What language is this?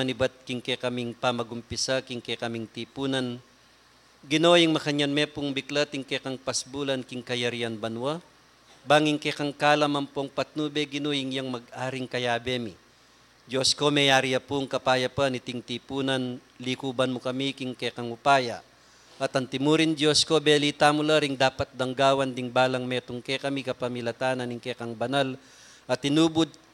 Pampanga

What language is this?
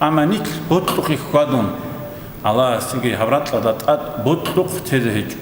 Avaric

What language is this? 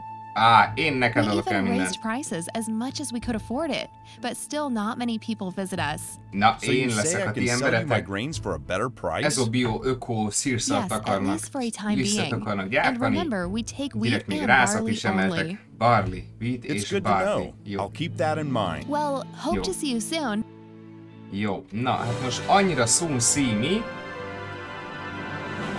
Hungarian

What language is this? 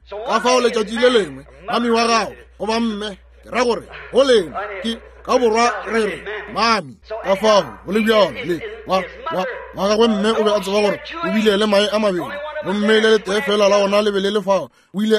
Northern Sotho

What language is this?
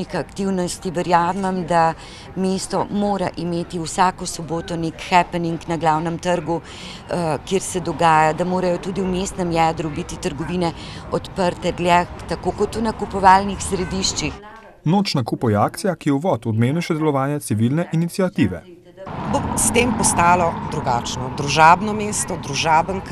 Slovenian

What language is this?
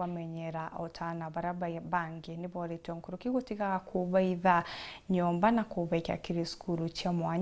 Meru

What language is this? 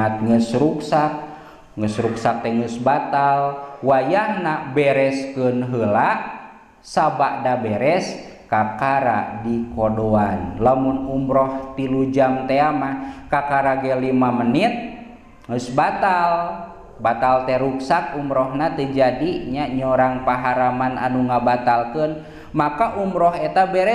Sundanese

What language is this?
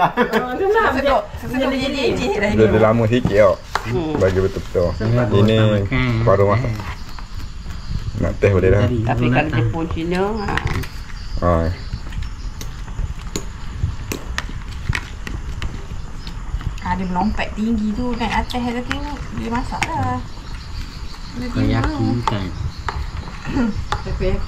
Malay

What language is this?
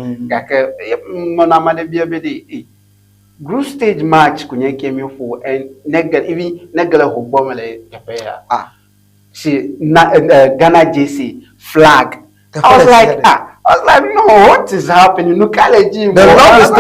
Ewe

